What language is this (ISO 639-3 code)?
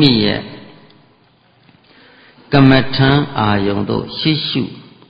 mya